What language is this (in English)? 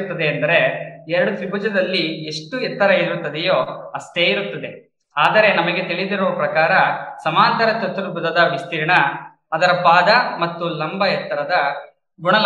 Kannada